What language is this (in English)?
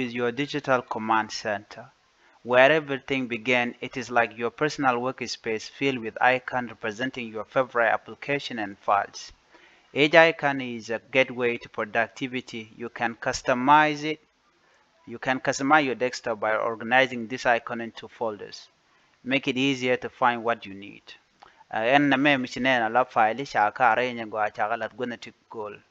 Nuer